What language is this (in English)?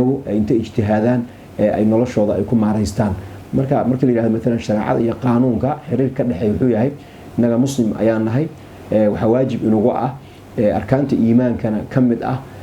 Somali